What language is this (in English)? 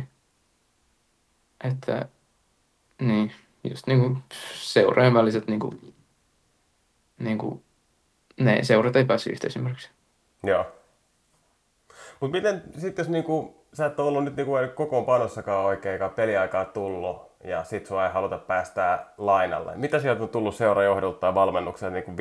Finnish